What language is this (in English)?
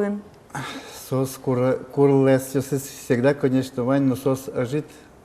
Udmurt